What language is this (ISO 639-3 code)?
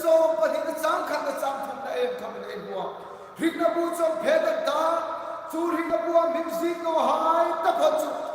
hmr